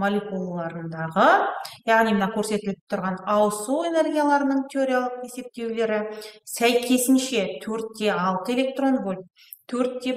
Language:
Kazakh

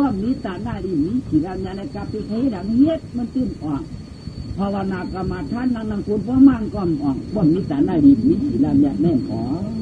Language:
Shan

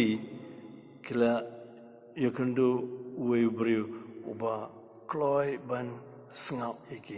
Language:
Khasi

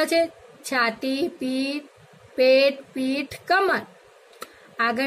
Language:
Gujarati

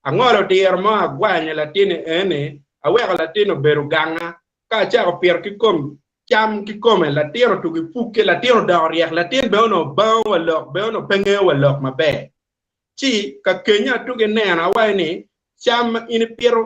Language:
Acoli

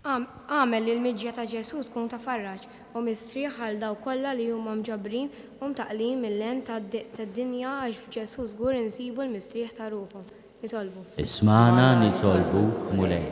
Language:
Maltese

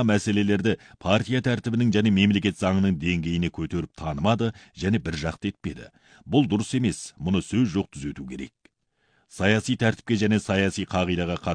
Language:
Kazakh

